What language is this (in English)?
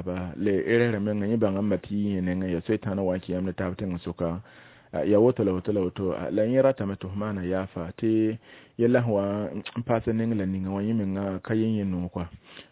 Mossi